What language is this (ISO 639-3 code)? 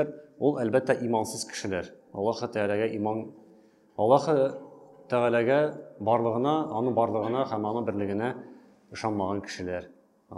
tat